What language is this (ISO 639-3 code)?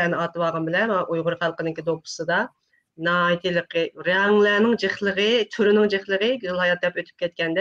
uig